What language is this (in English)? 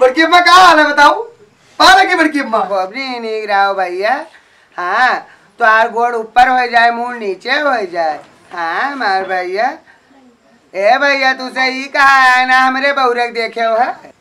Awadhi